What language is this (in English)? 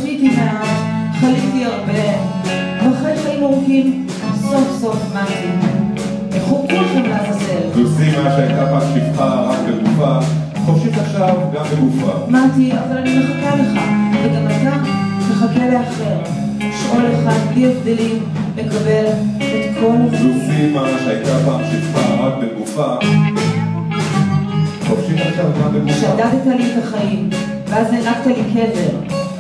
Hebrew